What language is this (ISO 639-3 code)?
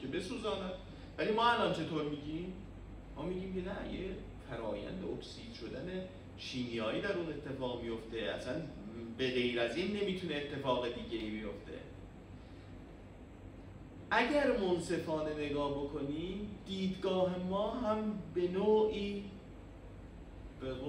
fas